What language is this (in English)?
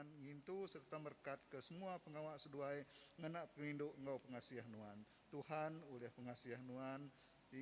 Iban